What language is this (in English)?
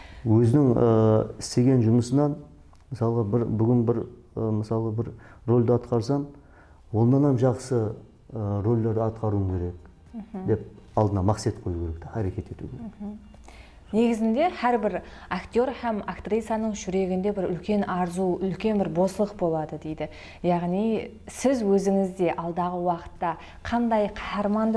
Kara-Kalpak